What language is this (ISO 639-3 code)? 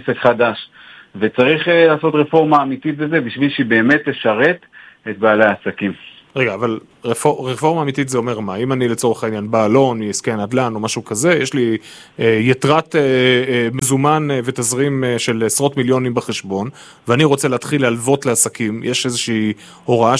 heb